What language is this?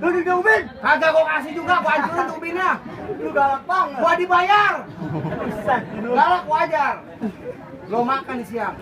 Betawi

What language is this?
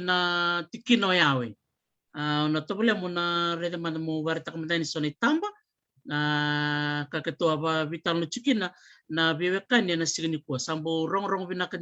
Fijian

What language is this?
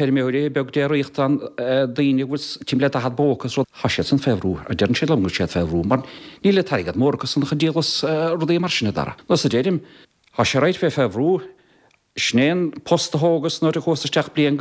Irish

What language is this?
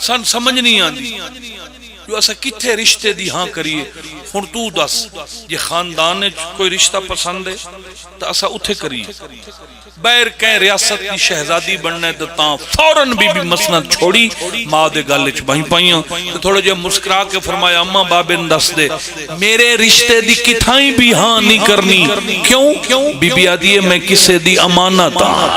Pahari-Potwari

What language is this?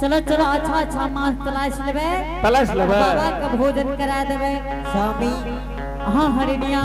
Angika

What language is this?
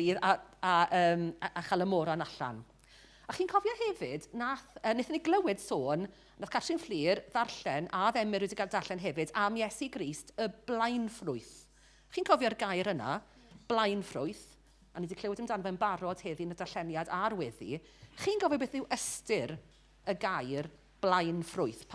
Welsh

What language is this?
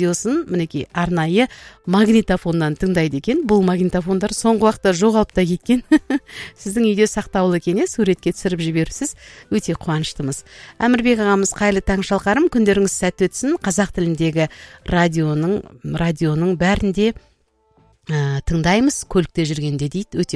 Kazakh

